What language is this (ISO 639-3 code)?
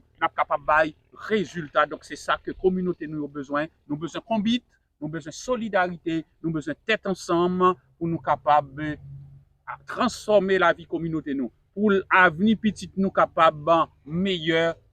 hat